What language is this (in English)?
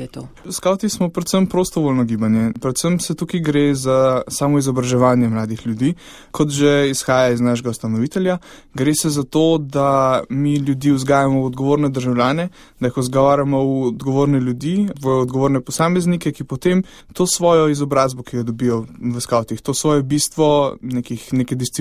Slovenian